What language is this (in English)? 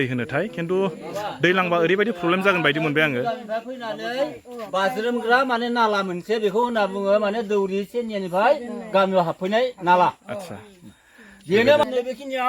Bodo